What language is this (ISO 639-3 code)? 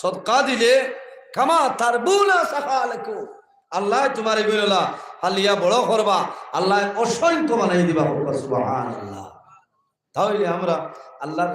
syl